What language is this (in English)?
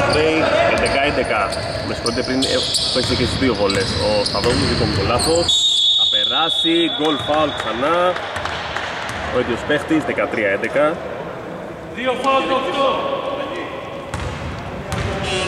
Greek